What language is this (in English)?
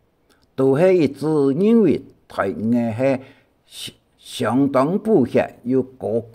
Hakka Chinese